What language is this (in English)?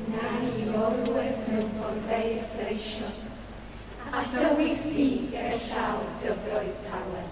Welsh